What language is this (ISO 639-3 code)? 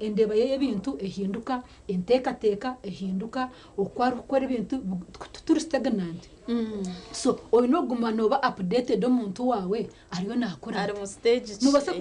nyn